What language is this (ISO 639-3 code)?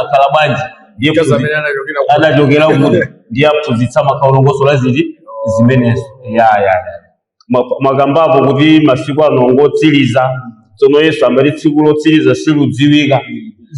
nya